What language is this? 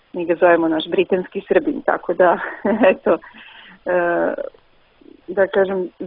Serbian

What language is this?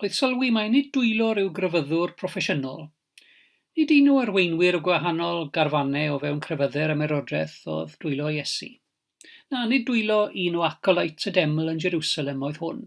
Welsh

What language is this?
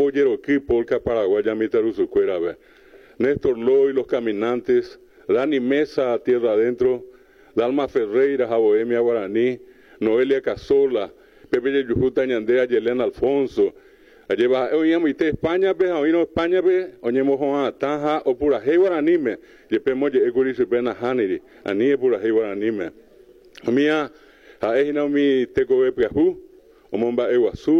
Guarani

